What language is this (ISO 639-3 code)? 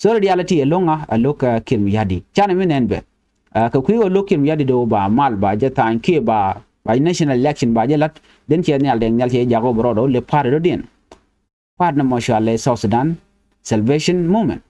nus